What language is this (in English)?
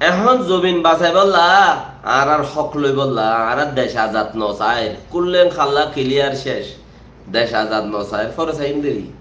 Rohingya